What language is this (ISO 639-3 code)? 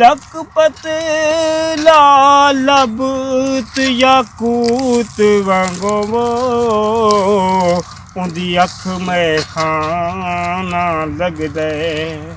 skr